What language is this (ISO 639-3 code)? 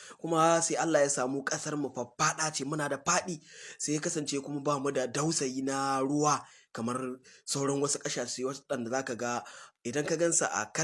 hau